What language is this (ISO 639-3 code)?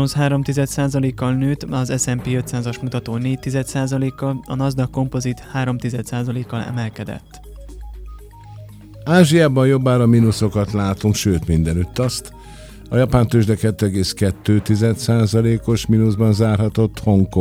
hun